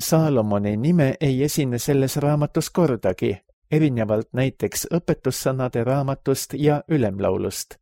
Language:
Estonian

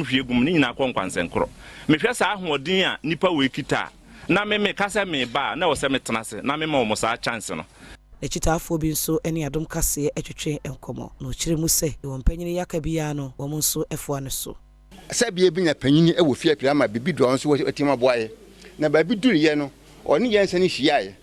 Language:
Akan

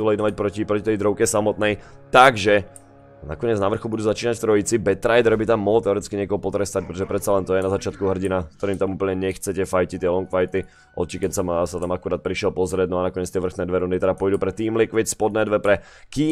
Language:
Slovak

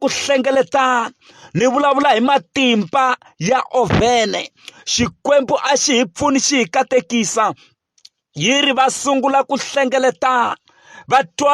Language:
Tsonga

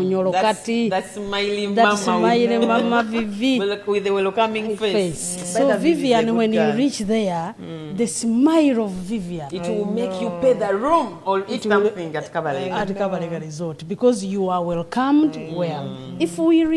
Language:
Nyoro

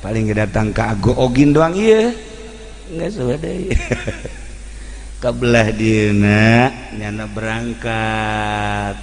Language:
Sundanese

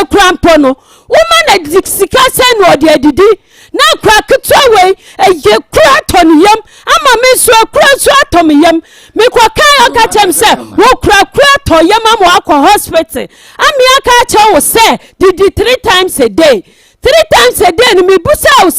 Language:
Akan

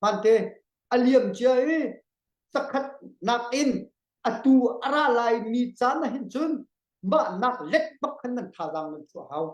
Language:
Hakha Chin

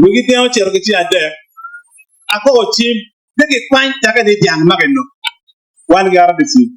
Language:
Acoli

